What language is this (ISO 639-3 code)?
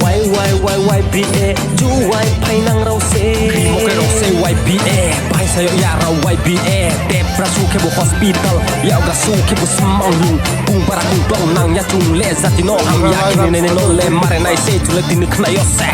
ria